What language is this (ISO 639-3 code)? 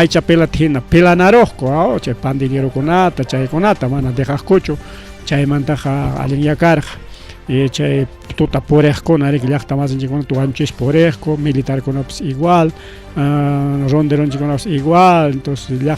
quy